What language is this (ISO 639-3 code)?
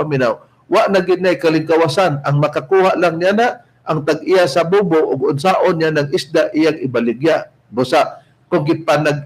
ceb